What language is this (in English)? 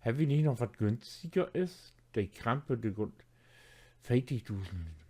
Low German